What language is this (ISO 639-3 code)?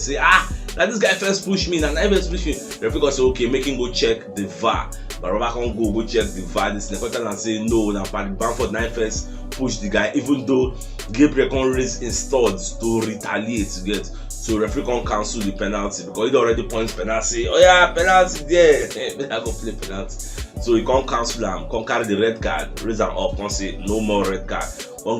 pcm